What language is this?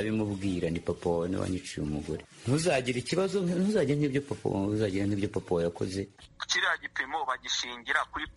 Kinyarwanda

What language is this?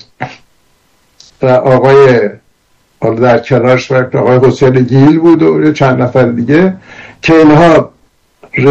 Persian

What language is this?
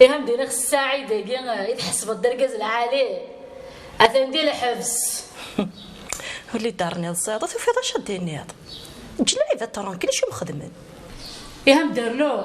Kabyle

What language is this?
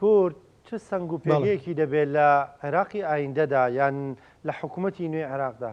Central Kurdish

